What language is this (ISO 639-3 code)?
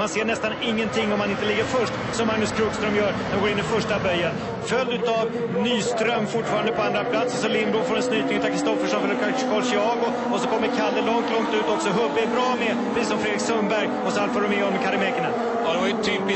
swe